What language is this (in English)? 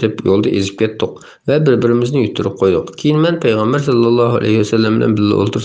Uyghur